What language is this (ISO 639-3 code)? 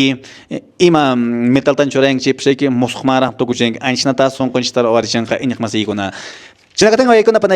que